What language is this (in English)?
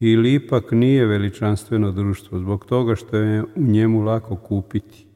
Croatian